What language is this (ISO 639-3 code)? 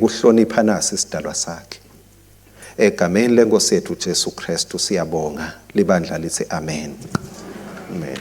ssw